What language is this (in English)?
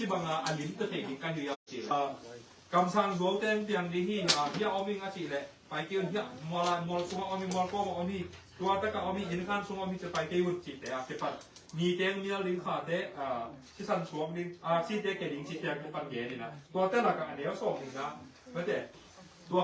Tedim Chin